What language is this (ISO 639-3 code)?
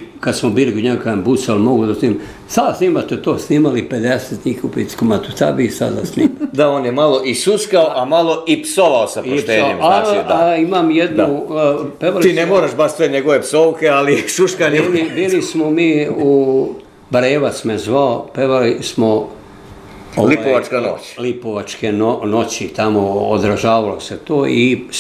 srp